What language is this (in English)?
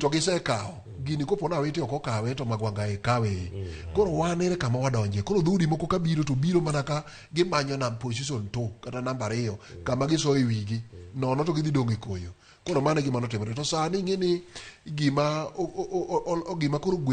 Luo (Kenya and Tanzania)